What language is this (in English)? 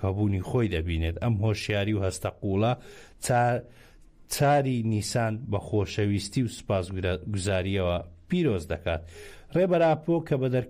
Central Kurdish